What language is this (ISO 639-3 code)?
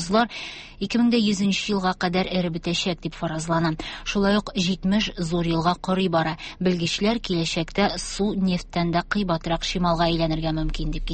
tat